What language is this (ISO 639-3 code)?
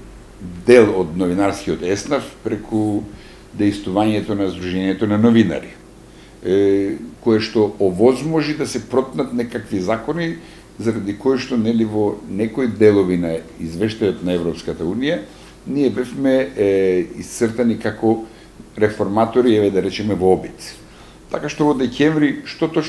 mkd